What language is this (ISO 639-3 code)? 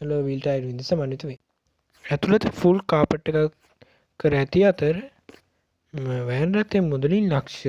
sin